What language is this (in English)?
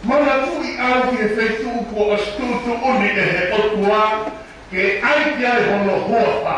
Tongan